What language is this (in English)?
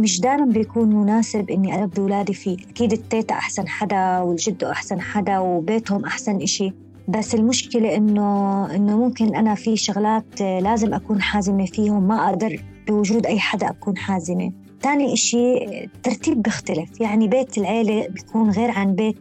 North Levantine Arabic